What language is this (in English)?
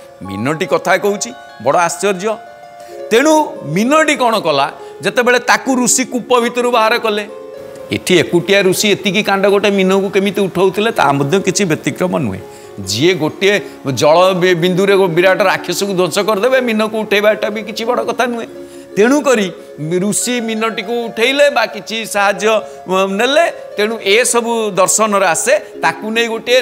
Odia